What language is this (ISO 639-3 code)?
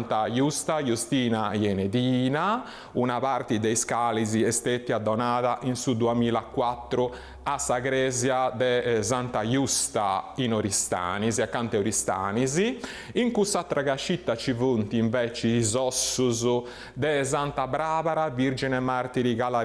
srd